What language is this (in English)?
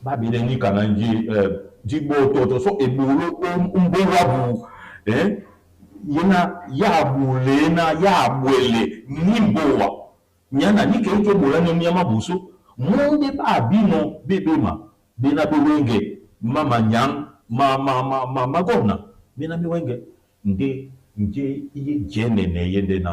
Duala